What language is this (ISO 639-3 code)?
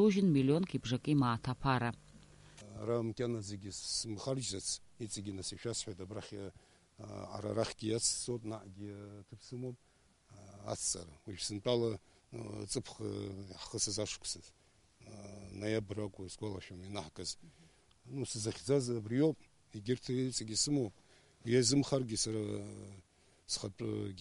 abk